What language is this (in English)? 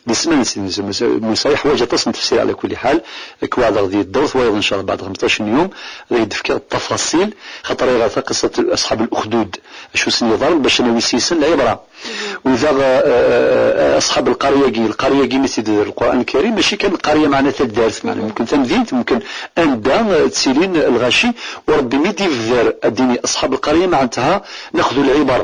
Kabyle